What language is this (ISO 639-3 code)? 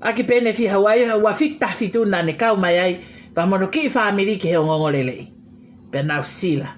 ton